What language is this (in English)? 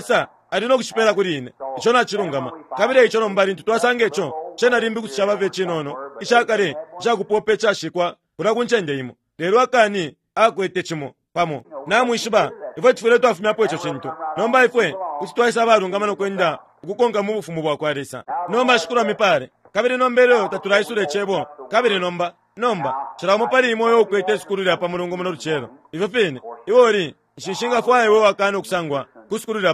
Bemba